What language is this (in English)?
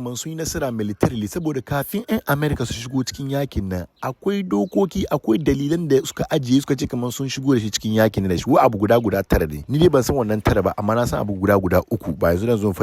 Hausa